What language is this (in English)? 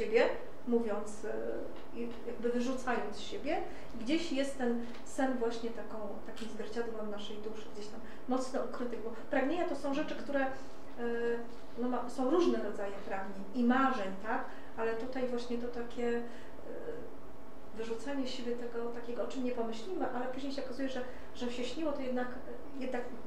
Polish